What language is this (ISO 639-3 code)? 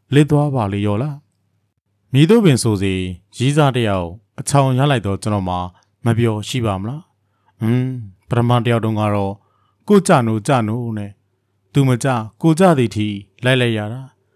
mya